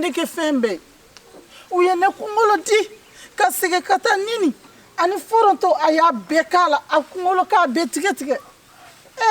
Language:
Bambara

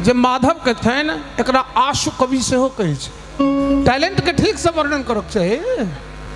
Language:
Maithili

